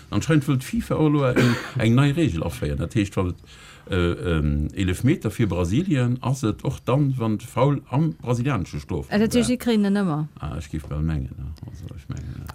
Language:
Luxembourgish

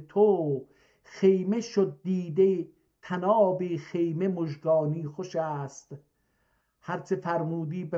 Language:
South Azerbaijani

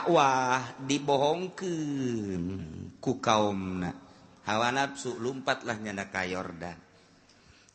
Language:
Sundanese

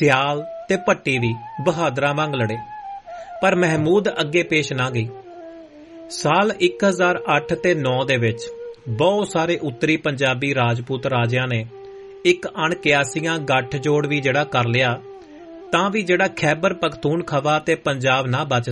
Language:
Punjabi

